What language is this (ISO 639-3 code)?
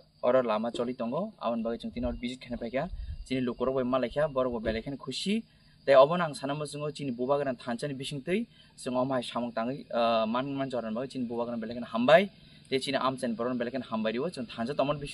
trp